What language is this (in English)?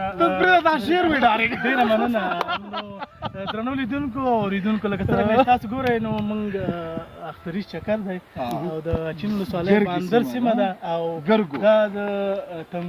Pashto